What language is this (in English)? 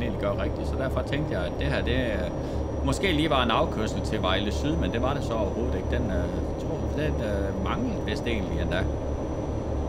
Danish